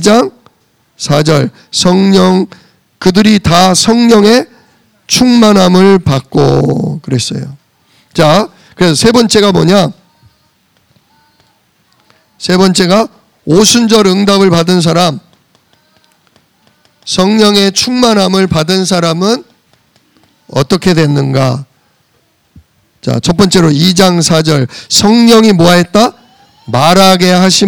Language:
Korean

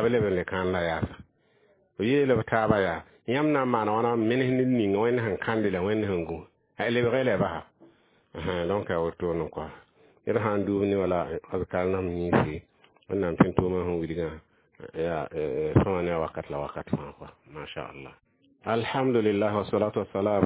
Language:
Mossi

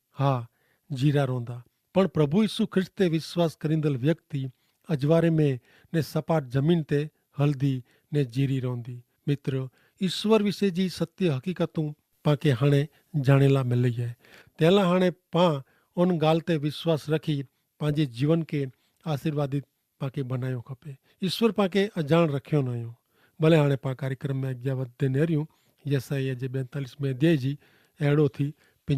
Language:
Kachhi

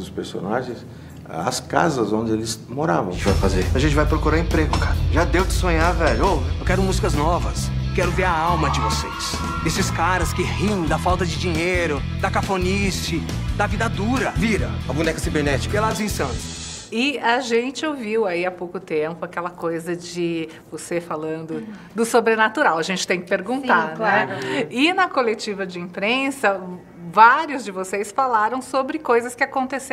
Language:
Portuguese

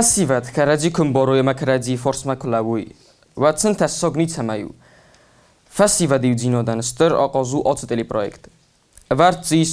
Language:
Ossetic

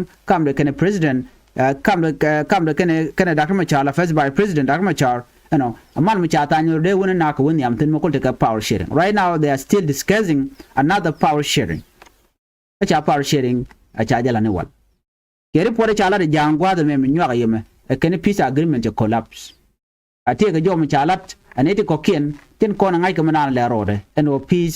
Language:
Nuer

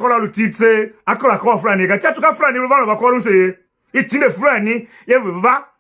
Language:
Tiv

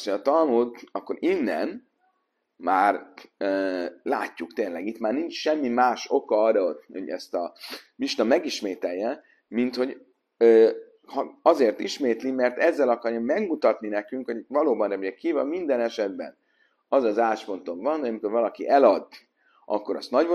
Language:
Hungarian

